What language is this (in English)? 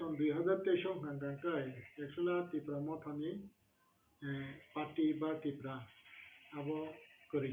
Kok Borok